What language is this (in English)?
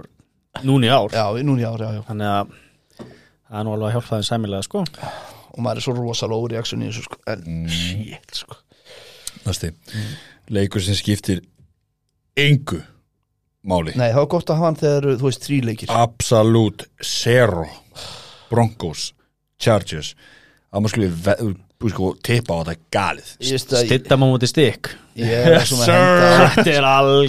Icelandic